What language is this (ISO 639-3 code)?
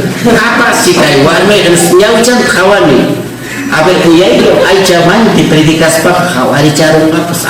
quy